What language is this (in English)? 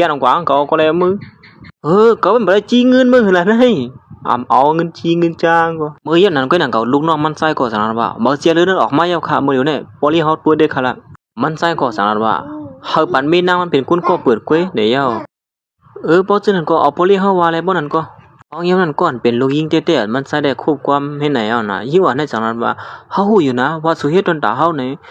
Shan